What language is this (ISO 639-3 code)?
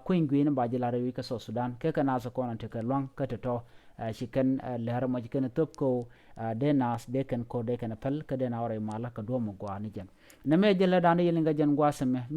nus